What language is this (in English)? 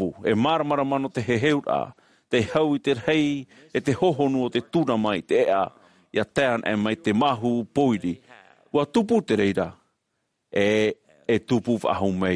Tahitian